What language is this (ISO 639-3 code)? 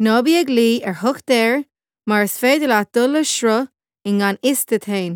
gle